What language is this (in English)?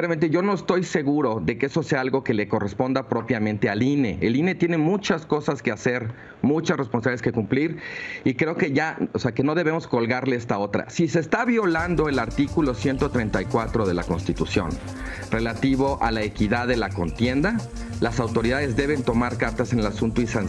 Spanish